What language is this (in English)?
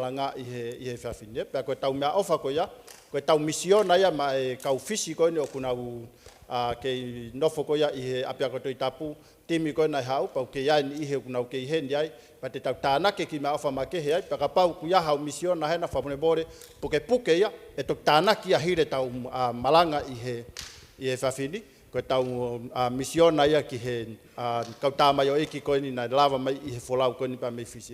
Tongan